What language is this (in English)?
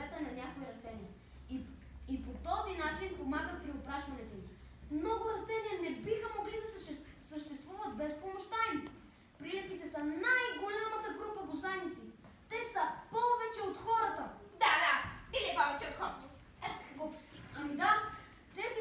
Bulgarian